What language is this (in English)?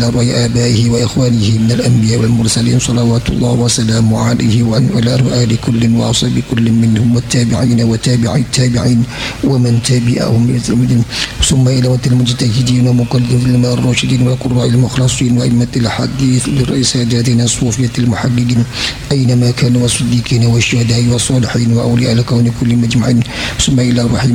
Arabic